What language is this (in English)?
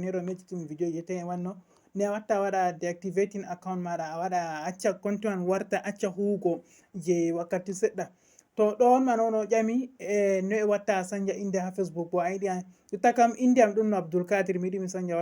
Fula